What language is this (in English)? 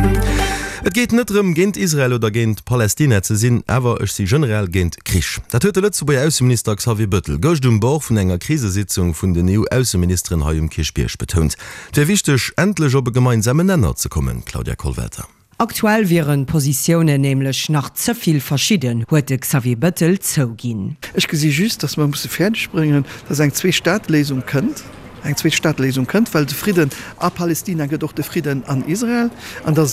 Luxembourgish